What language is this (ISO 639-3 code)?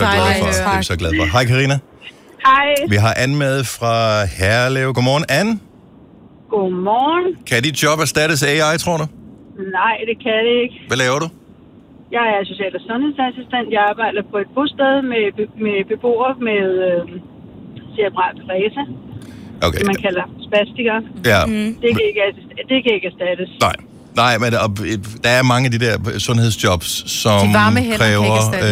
dan